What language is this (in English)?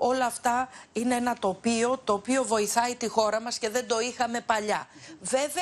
Greek